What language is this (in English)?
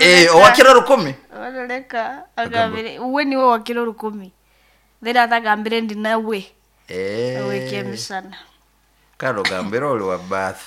Nyankole